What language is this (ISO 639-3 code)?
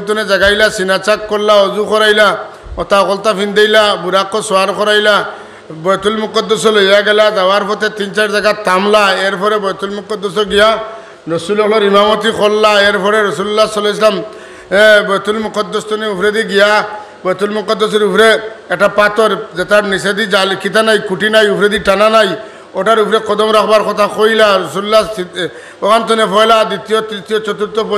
syl